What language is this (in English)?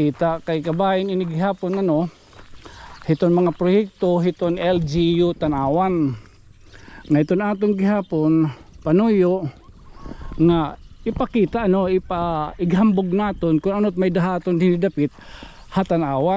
Waray